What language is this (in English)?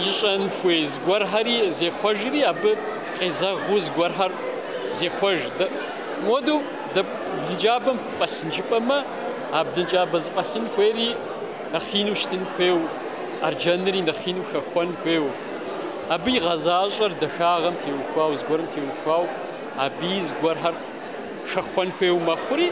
Kabardian